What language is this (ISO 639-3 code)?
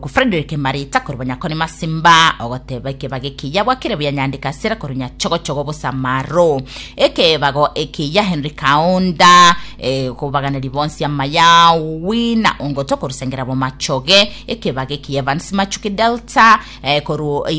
guz